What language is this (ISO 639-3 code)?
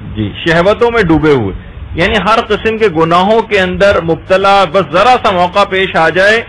urd